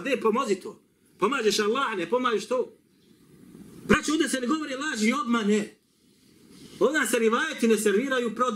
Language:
Bosnian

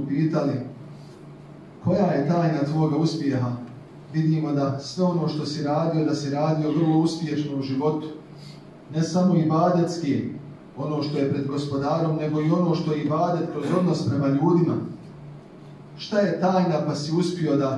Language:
Bosnian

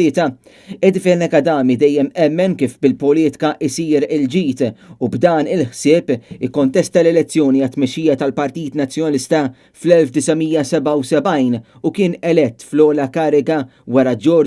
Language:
Maltese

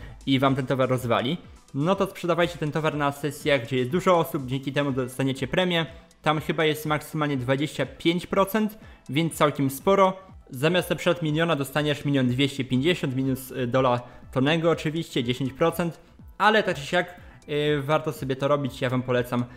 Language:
Polish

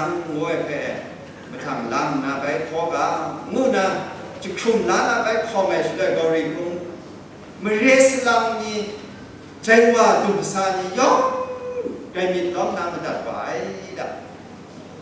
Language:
Kachin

